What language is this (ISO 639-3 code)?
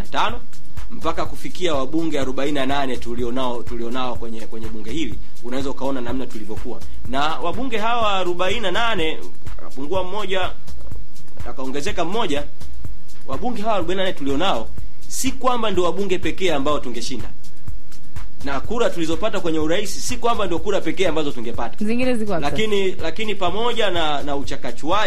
swa